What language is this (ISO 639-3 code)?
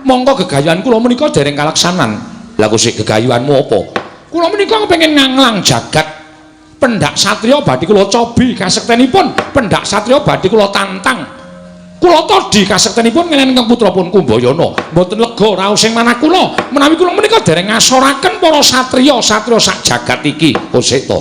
jav